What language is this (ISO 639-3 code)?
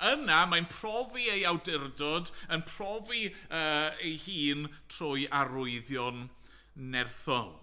cym